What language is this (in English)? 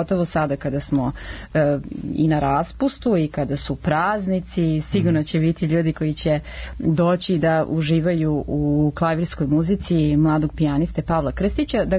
Serbian